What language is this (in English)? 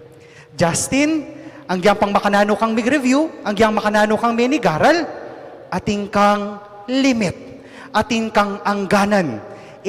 Pampanga